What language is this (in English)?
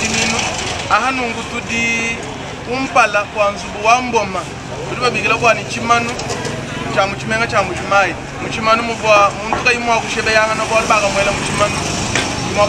Luba-Lulua